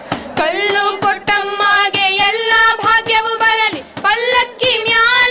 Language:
Kannada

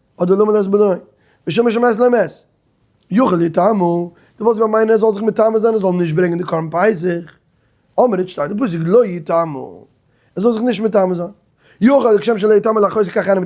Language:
Yiddish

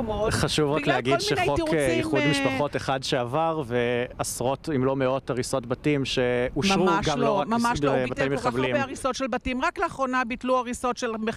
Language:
Hebrew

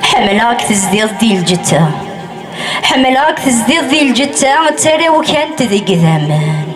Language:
Kabyle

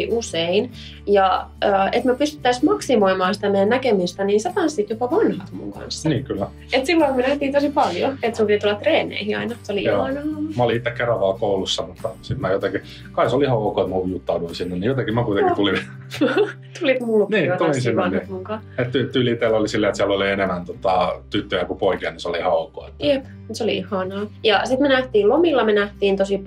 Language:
Finnish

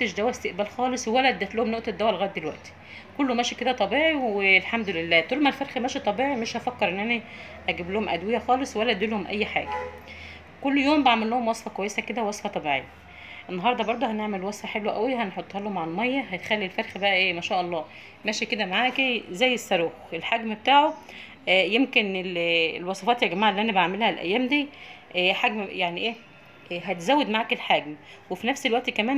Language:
Egyptian Arabic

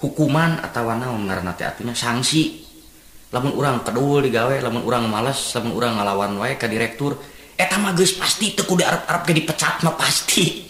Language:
Sundanese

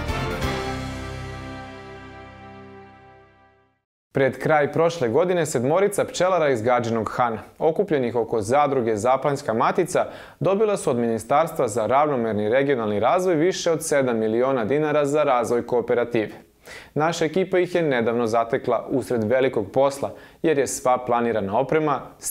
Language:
Serbian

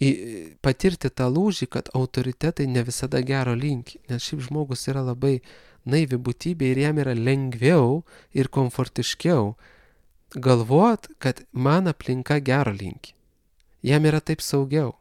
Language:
Lithuanian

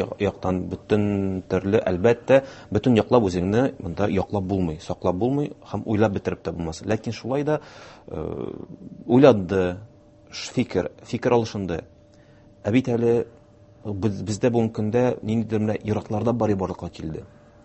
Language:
Tatar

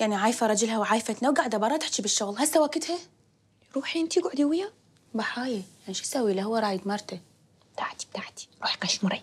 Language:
Mesopotamian Arabic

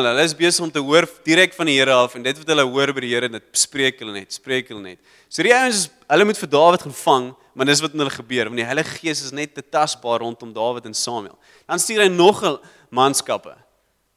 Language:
Afrikaans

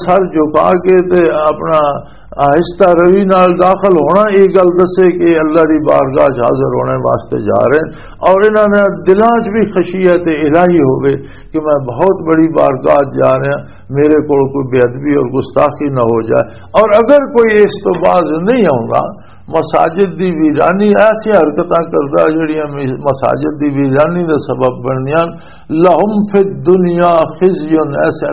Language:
Western Panjabi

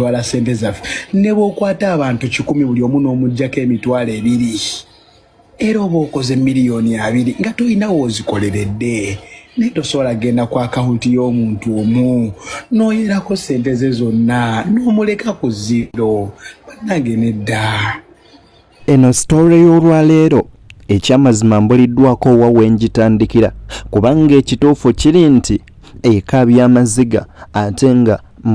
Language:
Ganda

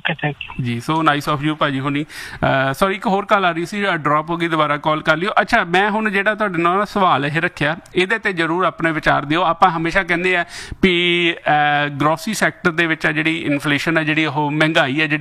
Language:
Punjabi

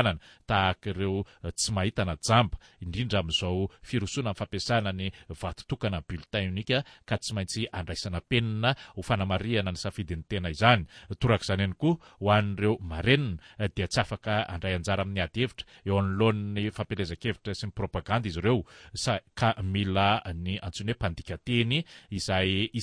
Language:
Malagasy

